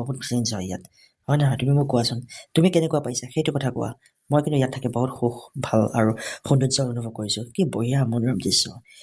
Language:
Assamese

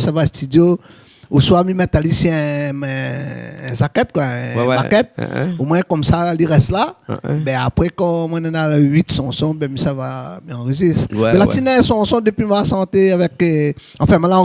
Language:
Réunion Creole French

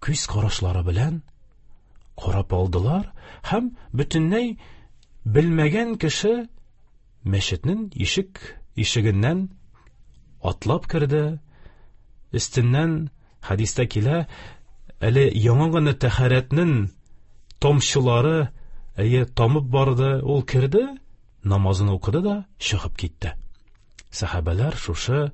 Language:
Tatar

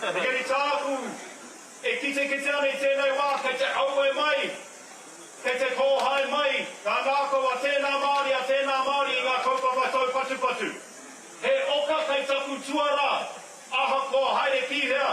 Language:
Māori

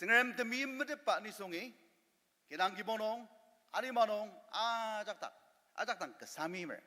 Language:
Ao Naga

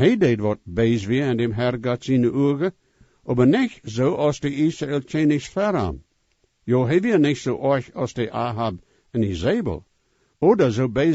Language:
Plautdietsch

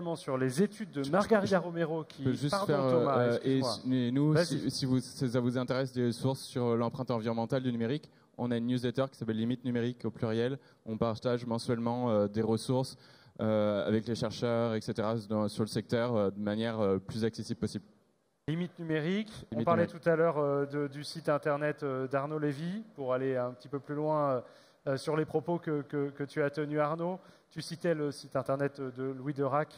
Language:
French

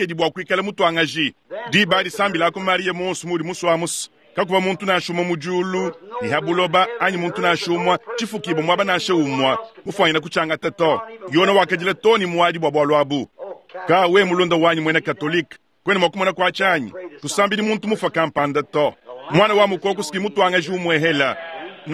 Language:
Luba-Lulua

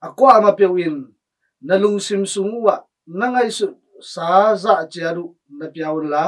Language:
Tedim Chin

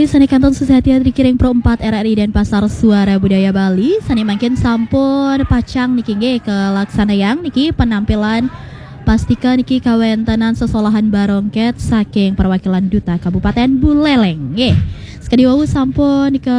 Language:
Balinese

